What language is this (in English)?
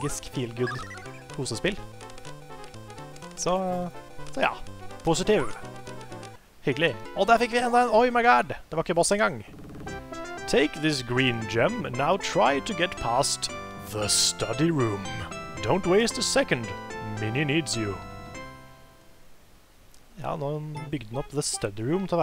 Norwegian